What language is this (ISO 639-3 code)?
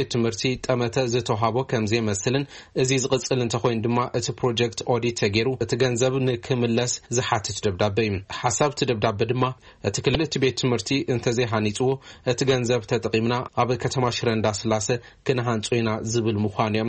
tir